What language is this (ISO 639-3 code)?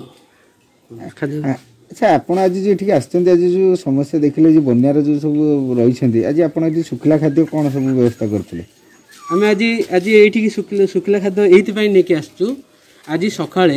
ori